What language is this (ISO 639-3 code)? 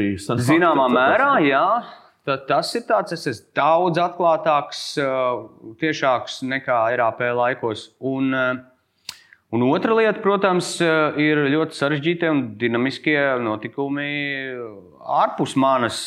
lav